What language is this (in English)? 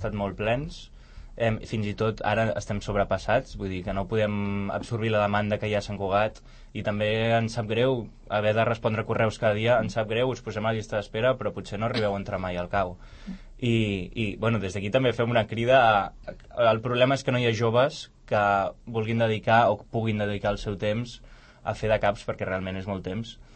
Catalan